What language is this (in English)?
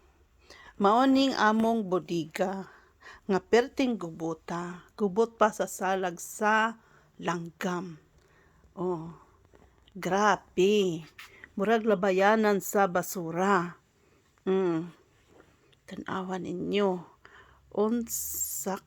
Cebuano